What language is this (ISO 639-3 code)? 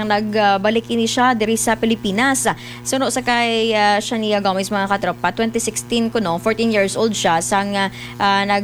hil